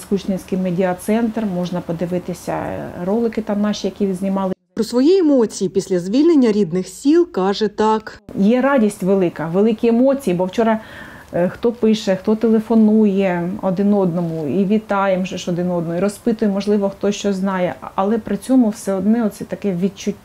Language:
Ukrainian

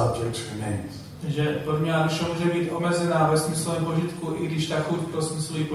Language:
Czech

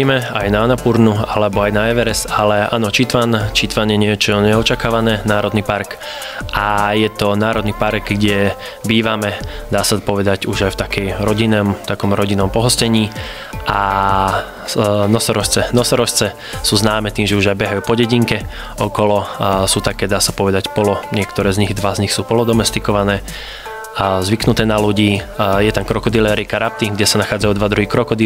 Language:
Slovak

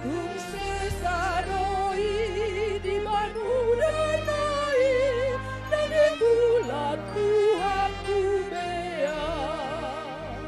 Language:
Batak Toba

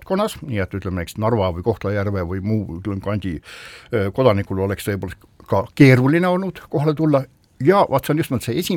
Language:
Estonian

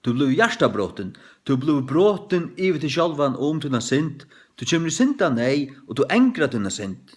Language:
Faroese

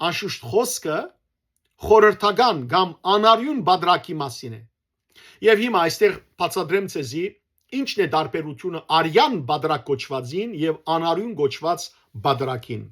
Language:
Western Armenian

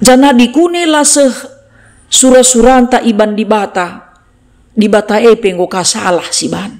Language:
Batak Karo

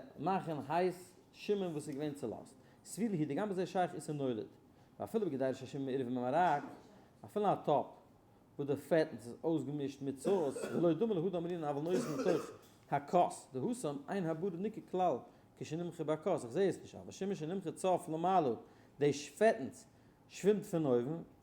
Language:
Yiddish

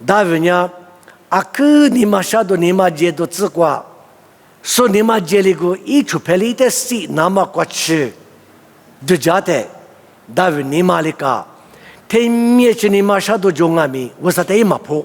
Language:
Lisu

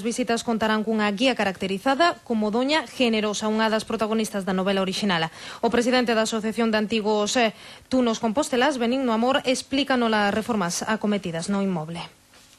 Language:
Galician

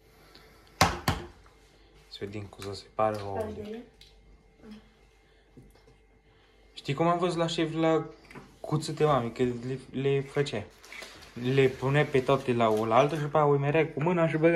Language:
Romanian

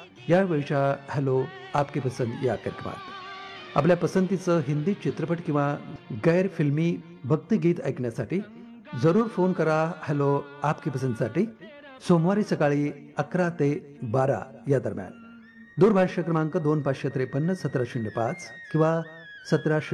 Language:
Marathi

